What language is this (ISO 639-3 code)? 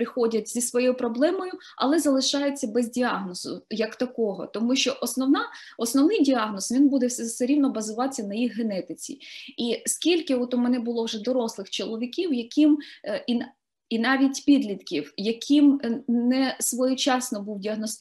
ukr